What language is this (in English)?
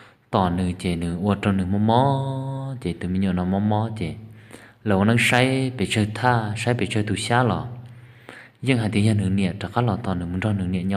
Hmong